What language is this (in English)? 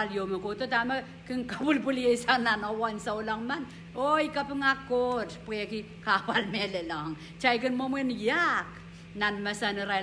Pohnpeian